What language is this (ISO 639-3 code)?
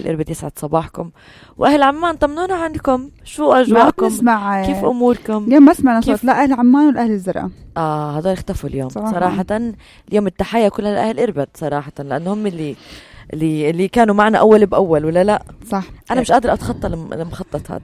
apc